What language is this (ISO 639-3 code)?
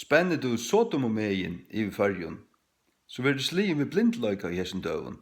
fao